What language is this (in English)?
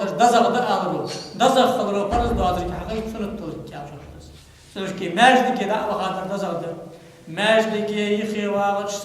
Ingush